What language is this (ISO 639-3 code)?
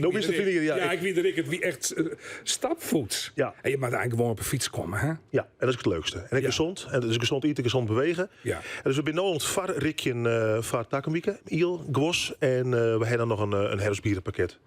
fry